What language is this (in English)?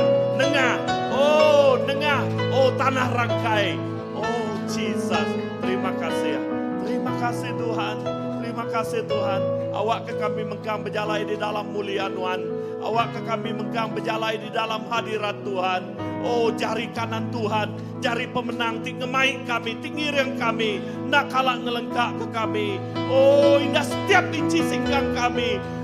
Iban